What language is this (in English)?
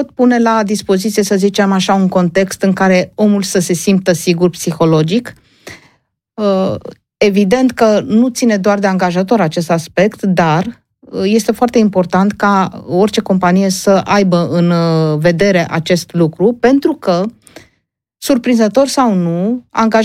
Romanian